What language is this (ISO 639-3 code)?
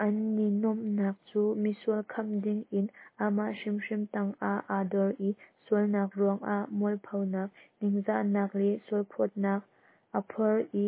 cnh